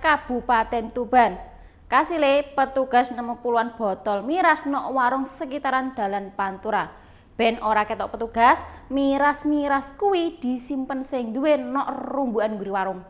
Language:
Javanese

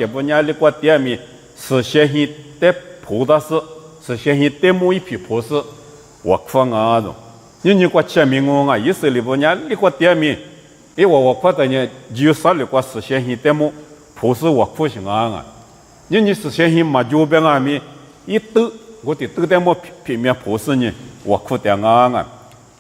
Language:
Lisu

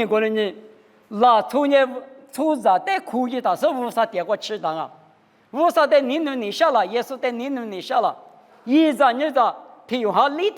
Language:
Lisu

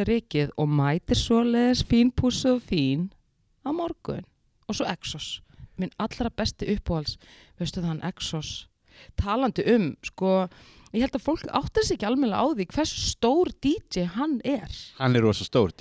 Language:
Icelandic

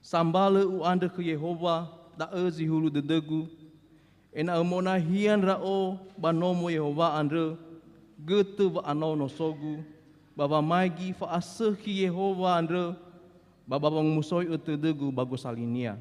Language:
Nias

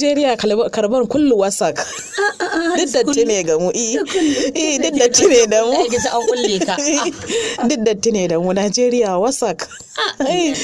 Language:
Hausa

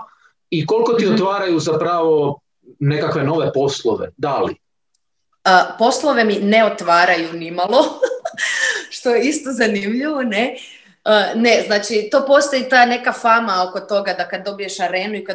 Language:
Croatian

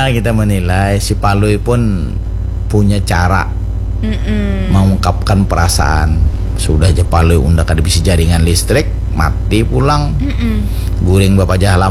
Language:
Banjar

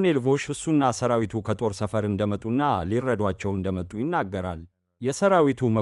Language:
Amharic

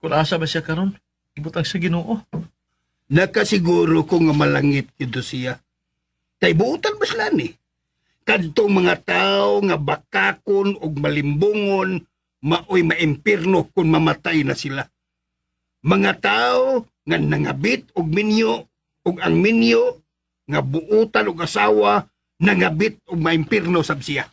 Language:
Cebuano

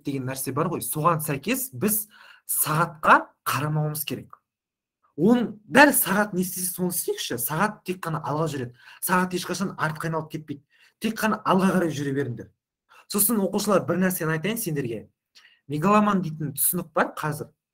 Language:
Kazakh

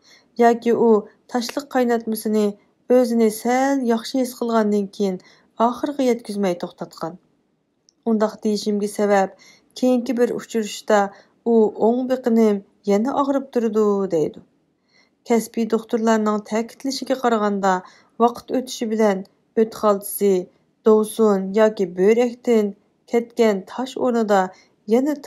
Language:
Uyghur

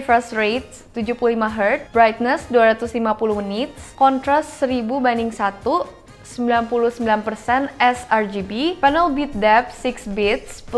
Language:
Indonesian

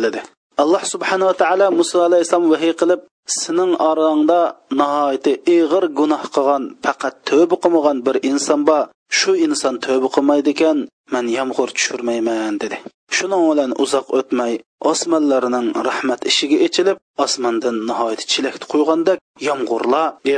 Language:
Uyghur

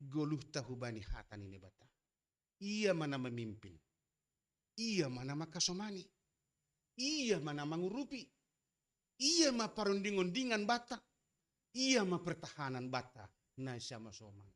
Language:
Batak Simalungun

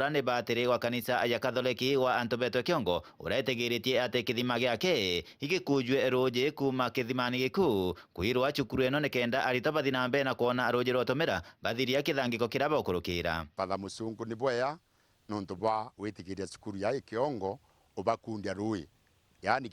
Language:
Meru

